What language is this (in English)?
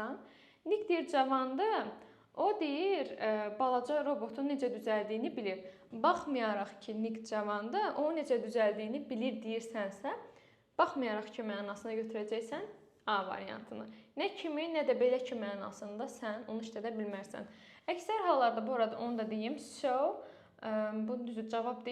Azerbaijani